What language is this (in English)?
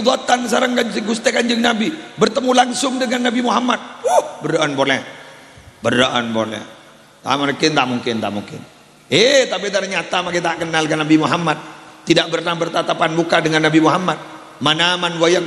Madurese